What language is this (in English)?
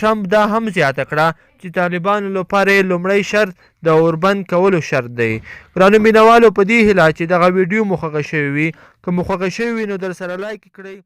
Pashto